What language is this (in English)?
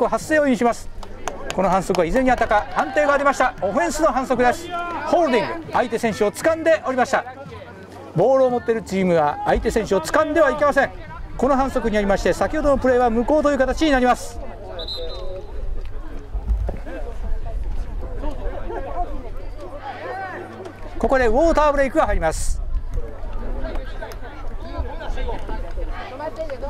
Japanese